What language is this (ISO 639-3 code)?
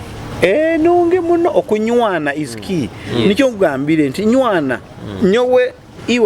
nyo